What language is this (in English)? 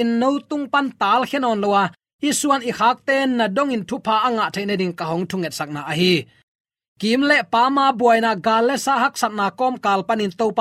Tedim Chin